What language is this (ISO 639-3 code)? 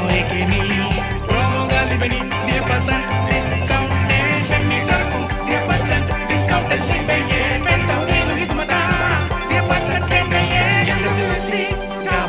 div